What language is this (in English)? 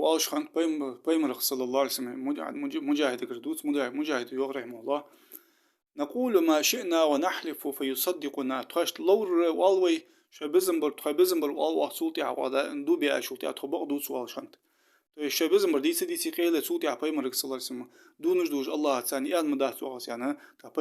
Ingush